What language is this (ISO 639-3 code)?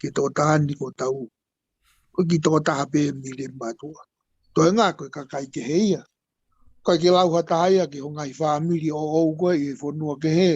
ton